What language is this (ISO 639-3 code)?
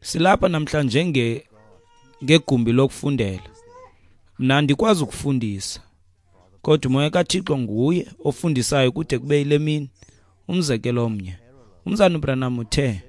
xho